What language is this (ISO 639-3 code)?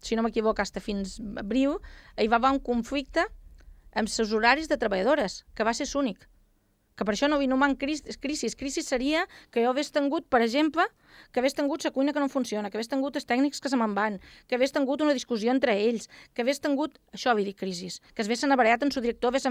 cat